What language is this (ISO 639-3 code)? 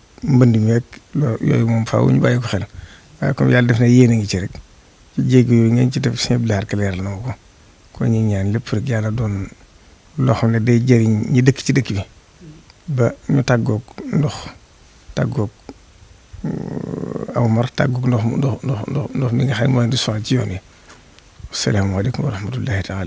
wol